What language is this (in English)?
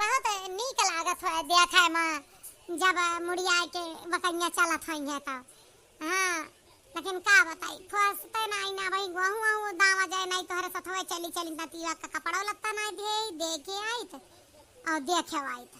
Awadhi